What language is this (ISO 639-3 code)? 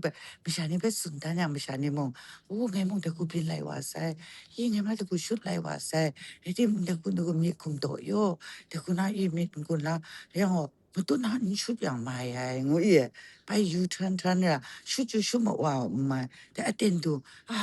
kac